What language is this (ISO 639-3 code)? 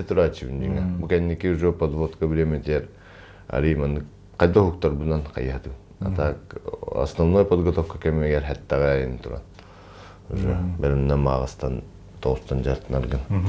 sah